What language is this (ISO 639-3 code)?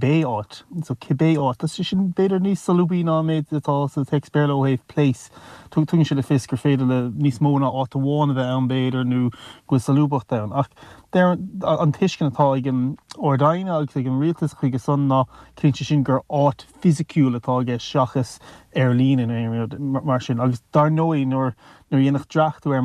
gle